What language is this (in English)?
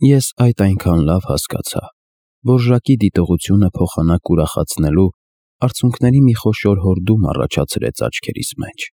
Armenian